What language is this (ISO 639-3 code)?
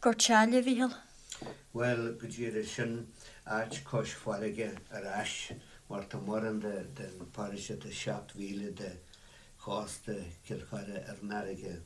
gle